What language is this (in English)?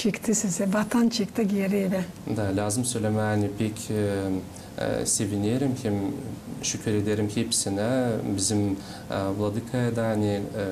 Gagauz